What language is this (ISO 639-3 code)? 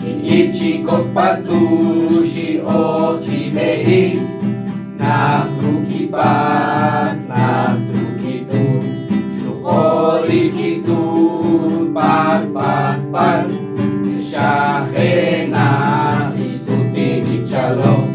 poh